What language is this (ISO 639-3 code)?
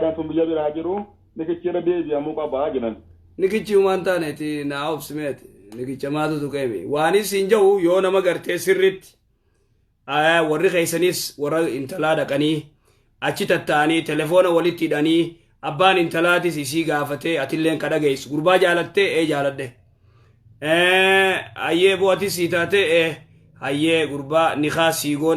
orm